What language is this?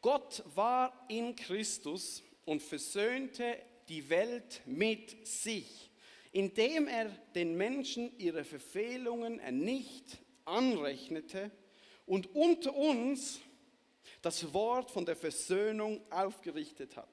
Swiss German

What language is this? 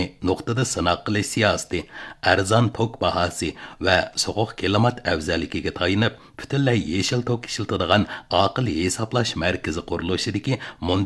Uyghur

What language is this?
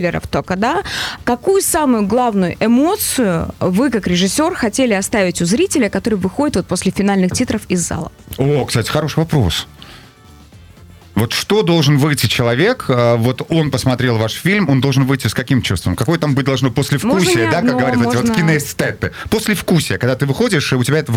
Russian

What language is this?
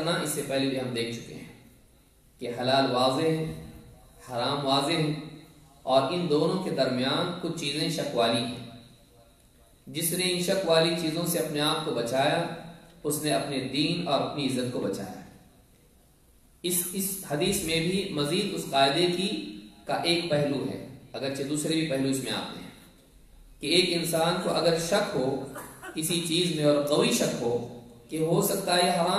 Urdu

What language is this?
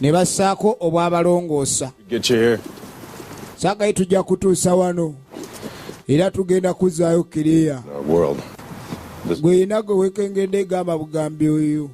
Ganda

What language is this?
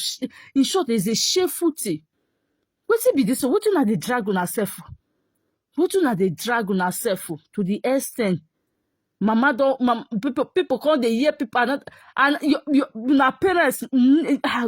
Nigerian Pidgin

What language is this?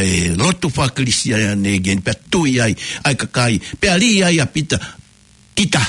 Tongan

